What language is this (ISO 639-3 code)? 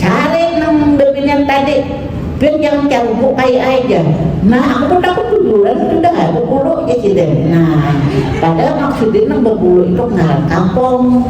bjn